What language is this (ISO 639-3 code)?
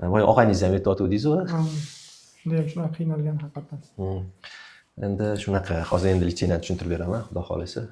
uzb